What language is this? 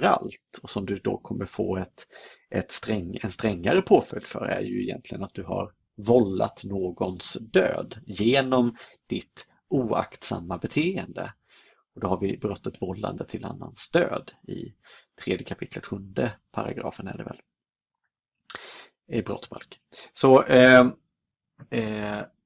Swedish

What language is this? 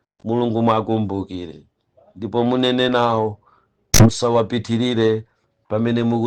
Nyanja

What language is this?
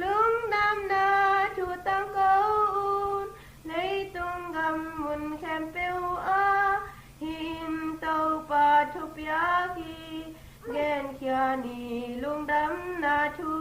Tedim Chin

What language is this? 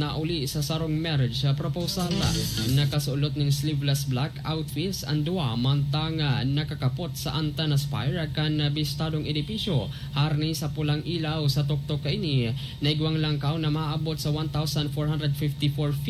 Bikol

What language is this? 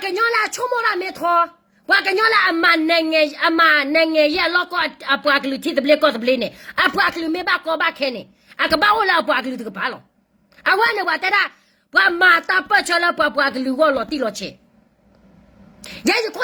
S'gaw Karen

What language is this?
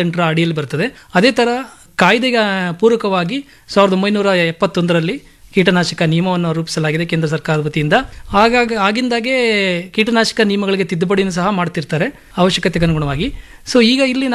Kannada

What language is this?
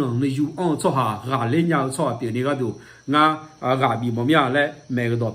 Akha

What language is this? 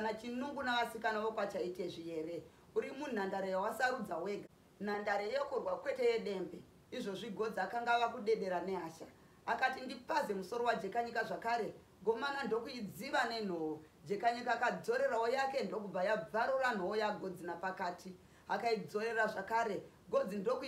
Shona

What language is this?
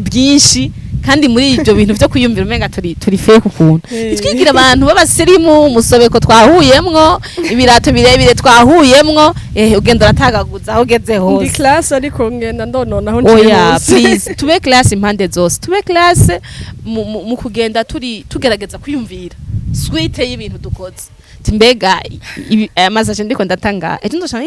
Rundi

